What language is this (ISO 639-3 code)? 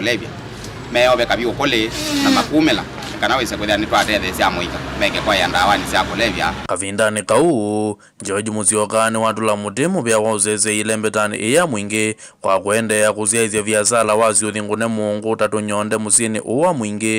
kam